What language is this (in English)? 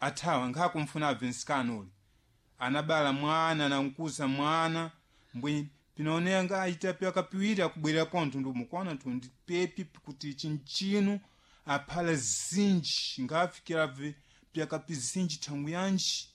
Sena